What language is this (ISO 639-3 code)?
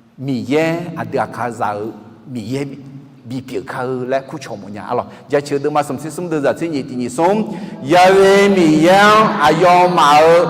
ahk